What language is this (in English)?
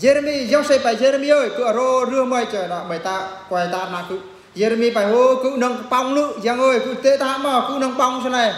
Eastern Bru